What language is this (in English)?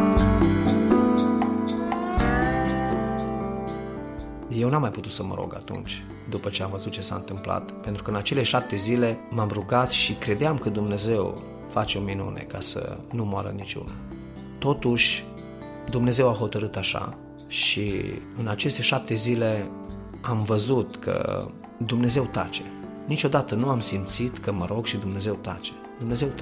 Romanian